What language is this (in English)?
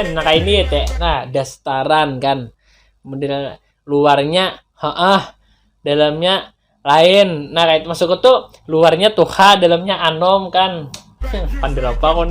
Banjar